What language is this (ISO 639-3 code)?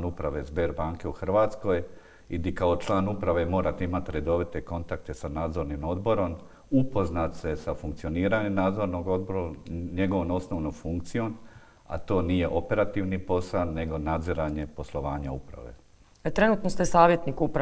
hrv